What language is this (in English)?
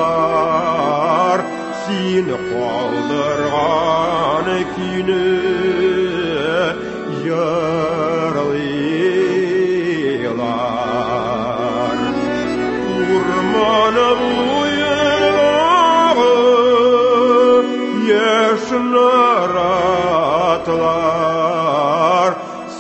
Tatar